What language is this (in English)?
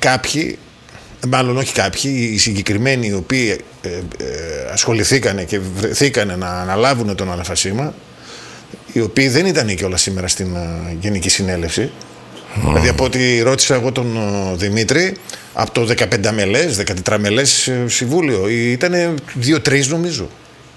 Greek